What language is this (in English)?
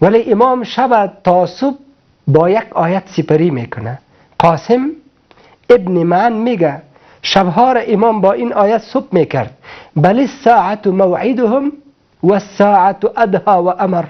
Persian